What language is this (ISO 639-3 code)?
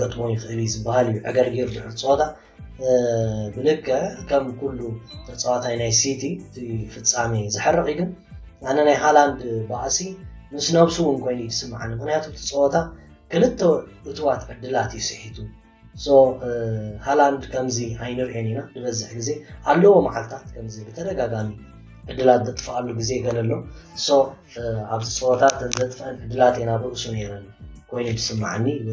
tir